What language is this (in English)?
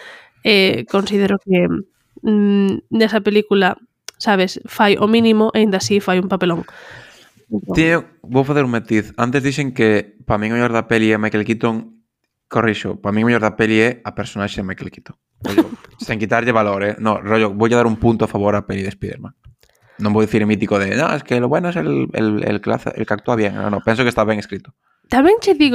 Galician